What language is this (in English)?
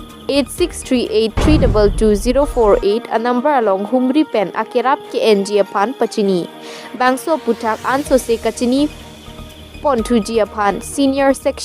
Karbi